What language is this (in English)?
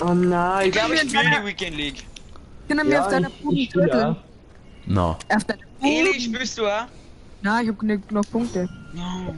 Bavarian